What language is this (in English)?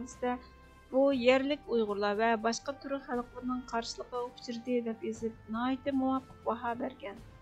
Uyghur